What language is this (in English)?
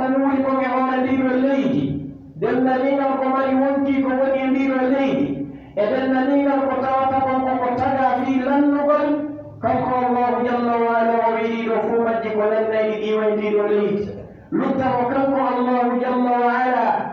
Pular